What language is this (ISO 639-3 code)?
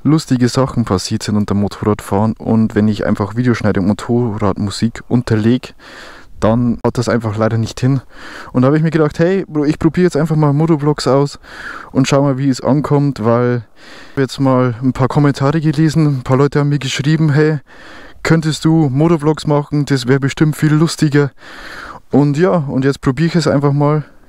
bar